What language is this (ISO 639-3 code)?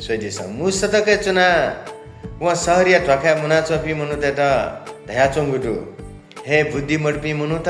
new